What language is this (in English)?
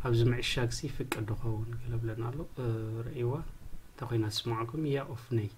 Tigrinya